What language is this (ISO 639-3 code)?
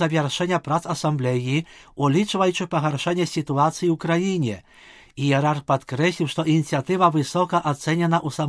bel